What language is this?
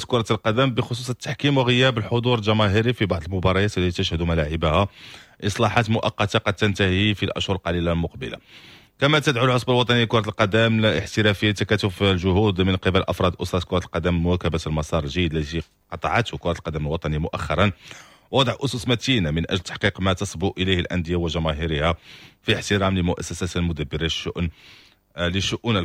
Moroccan Arabic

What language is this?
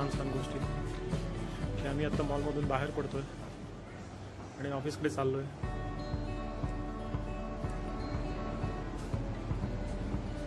Marathi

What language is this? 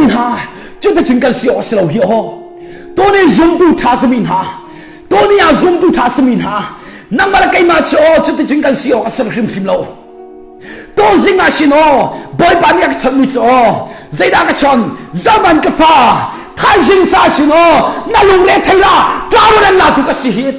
Hakha Chin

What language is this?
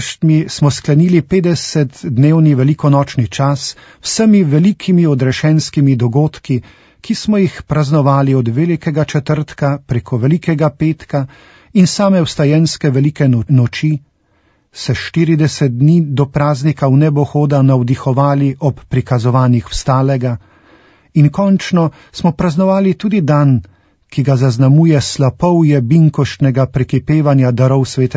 Slovenian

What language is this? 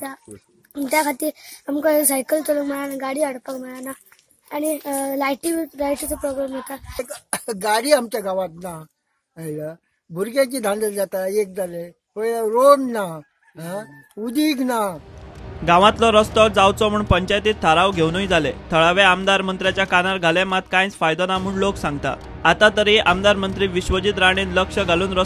Konkani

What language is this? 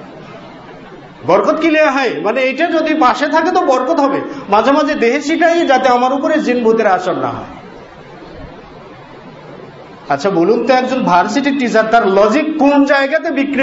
Bangla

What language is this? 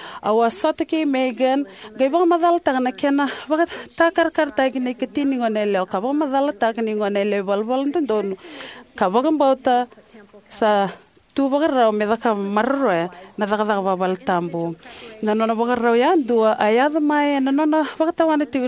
Fijian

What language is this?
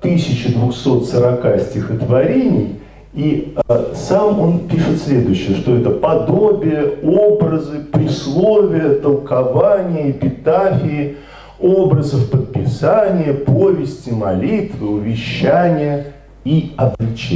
Russian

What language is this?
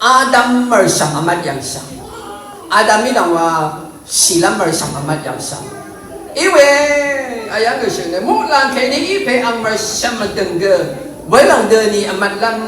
Rawang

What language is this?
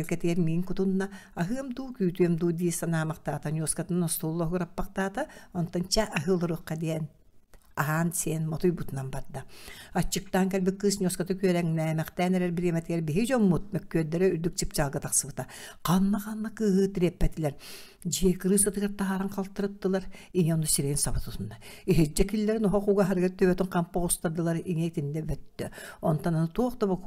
Yakut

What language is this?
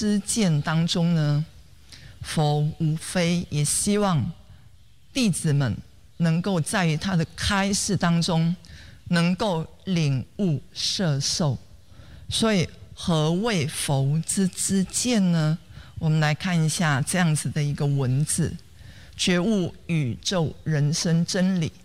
Chinese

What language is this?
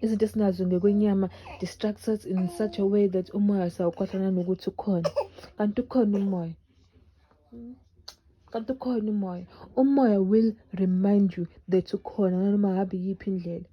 Zulu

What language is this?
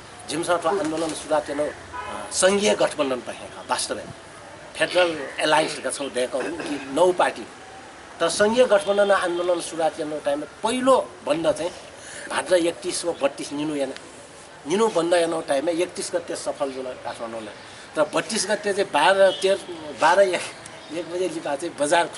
Newari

